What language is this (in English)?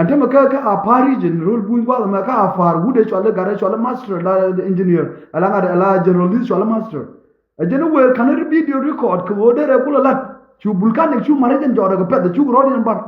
Nuer